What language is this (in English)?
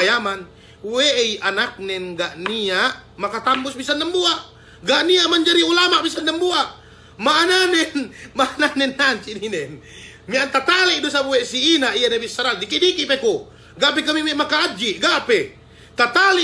Yakan